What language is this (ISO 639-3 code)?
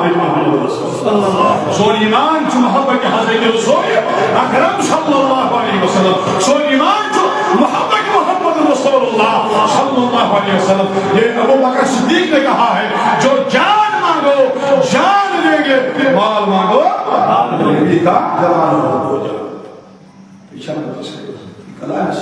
kas